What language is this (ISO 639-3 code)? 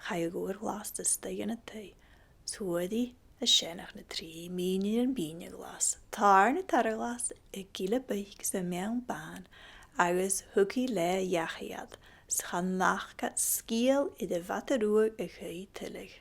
gla